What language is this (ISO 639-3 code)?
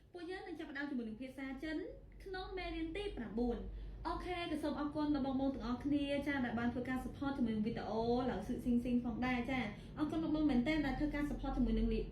khm